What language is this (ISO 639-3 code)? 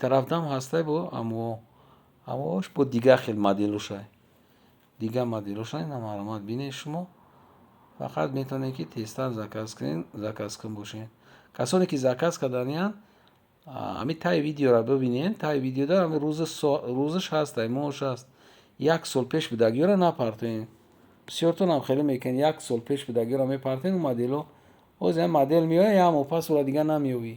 tgk